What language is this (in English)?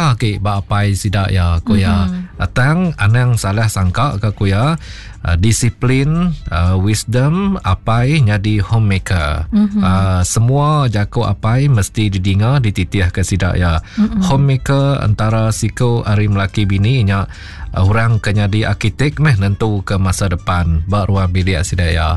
Iban